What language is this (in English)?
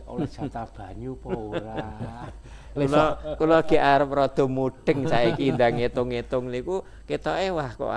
Javanese